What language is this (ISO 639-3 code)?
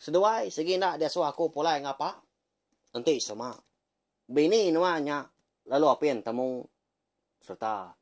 iba